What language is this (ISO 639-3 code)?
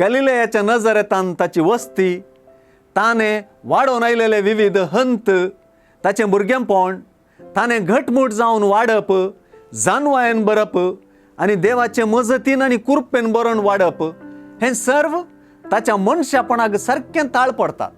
kok